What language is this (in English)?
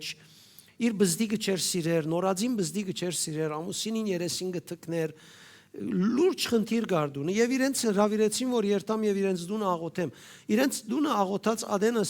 Western Armenian